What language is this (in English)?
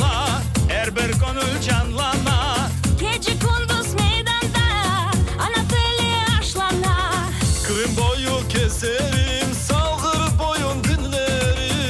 Crimean Tatar